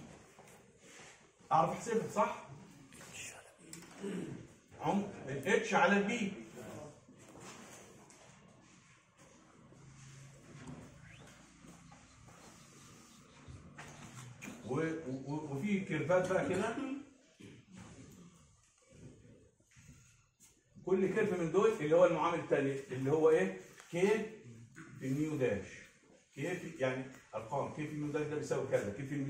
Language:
Egyptian Arabic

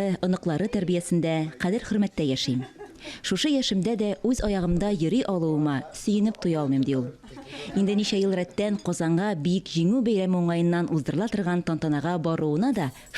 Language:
Tatar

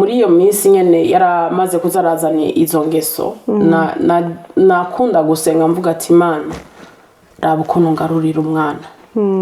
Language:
Rundi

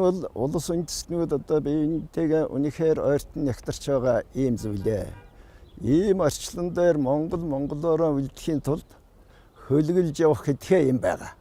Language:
Mongolian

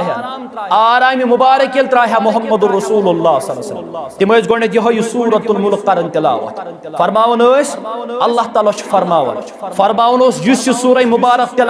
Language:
Kashmiri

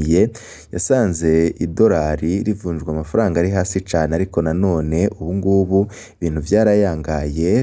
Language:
Rundi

